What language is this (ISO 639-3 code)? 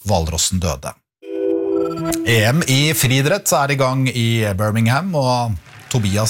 nor